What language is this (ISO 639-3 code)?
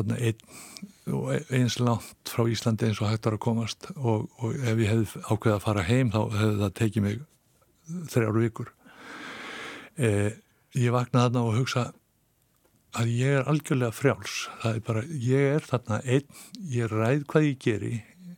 isl